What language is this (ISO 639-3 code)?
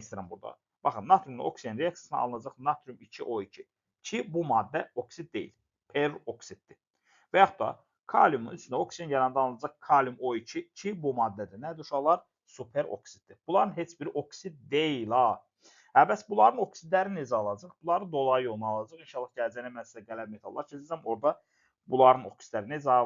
aze